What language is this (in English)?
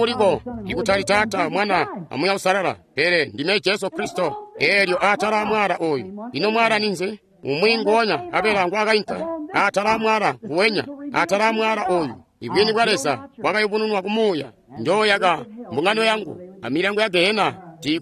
Tonga (Zambia)